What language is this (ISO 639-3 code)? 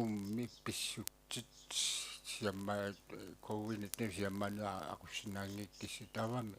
kal